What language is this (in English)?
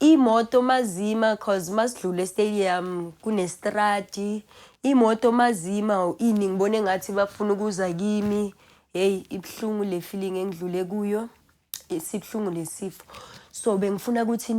Zulu